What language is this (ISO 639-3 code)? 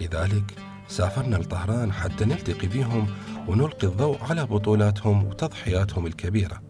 acm